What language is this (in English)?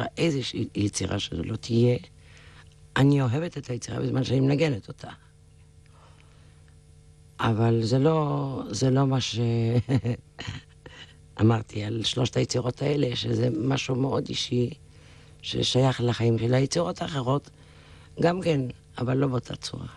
Hebrew